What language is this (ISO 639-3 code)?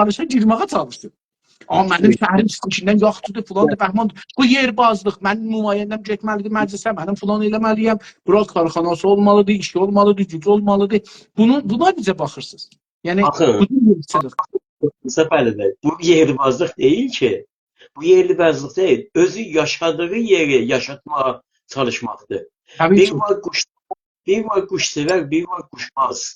azb